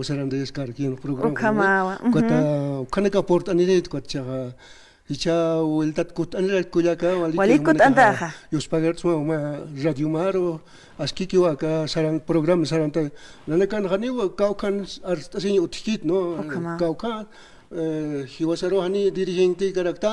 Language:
Aymara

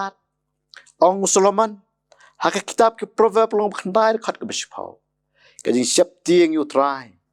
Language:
Khasi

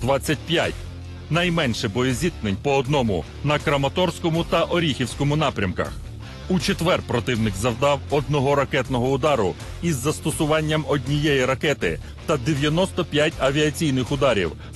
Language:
Ukrainian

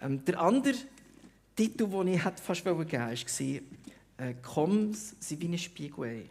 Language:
Swiss German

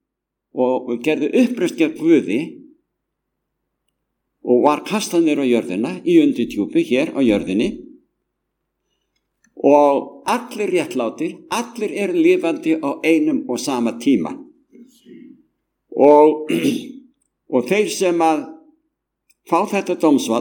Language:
Icelandic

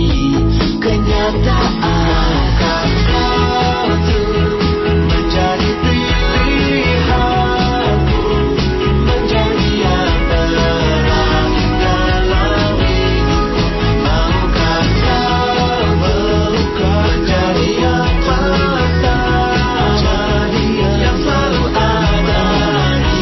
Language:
Indonesian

